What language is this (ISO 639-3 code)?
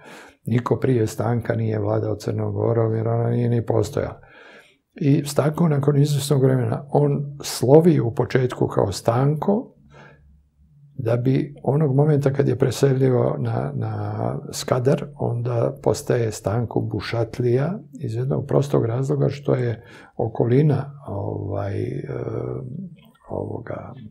srp